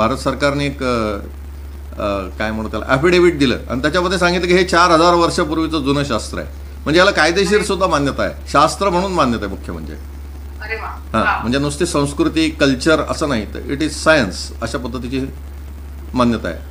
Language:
Marathi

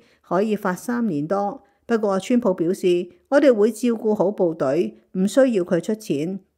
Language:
Cantonese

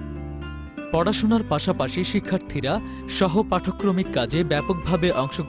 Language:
Bangla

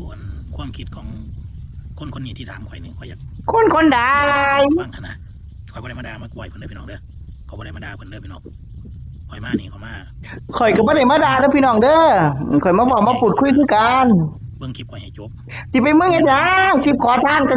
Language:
Northeastern Thai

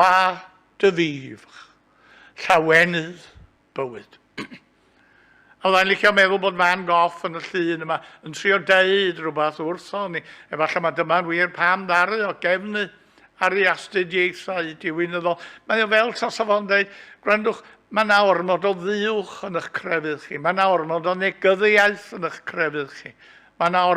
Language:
Welsh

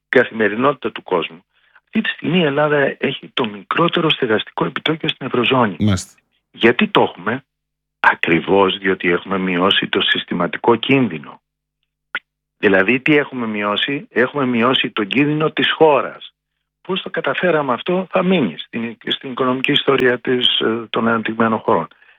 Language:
Greek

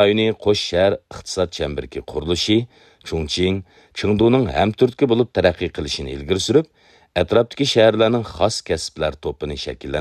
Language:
Uyghur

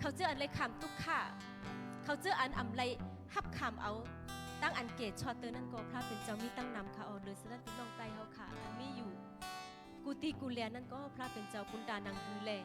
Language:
Shan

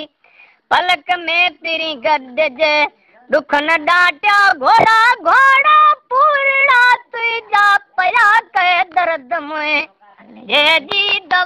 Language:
Sindhi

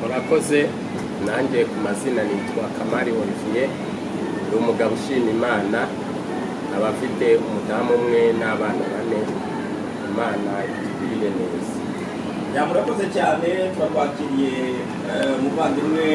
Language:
Kinyarwanda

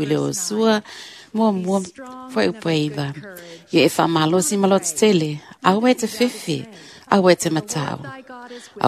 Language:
Samoan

